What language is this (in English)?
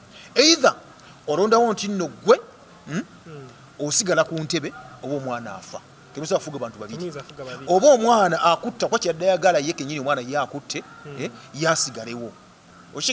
Ganda